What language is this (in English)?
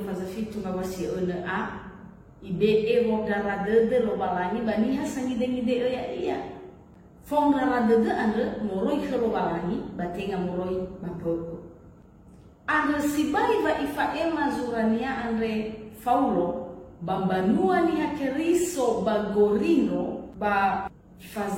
Nias